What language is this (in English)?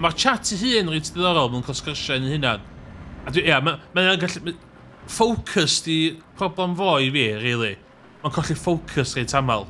Welsh